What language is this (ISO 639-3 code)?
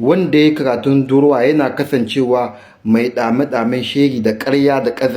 hau